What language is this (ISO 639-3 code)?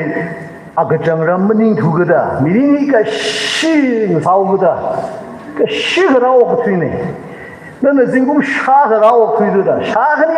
nmf